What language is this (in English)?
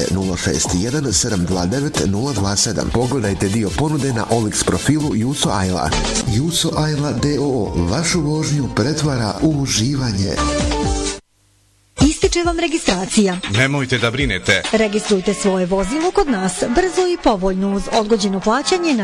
Bosnian